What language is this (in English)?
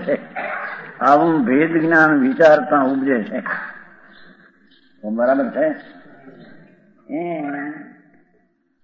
Gujarati